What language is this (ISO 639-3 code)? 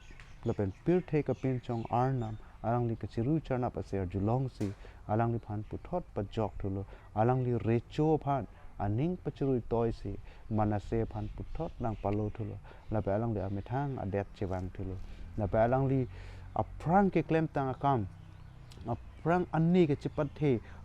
mjw